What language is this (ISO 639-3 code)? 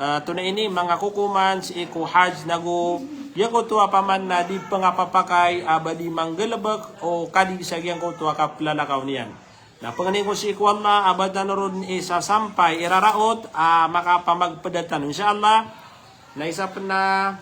mrw